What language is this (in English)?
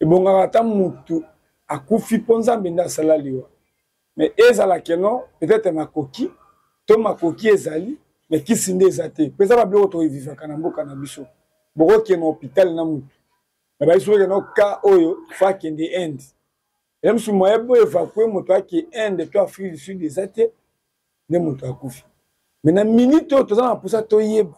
Lingala